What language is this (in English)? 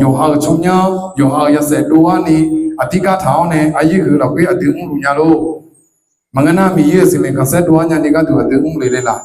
Akha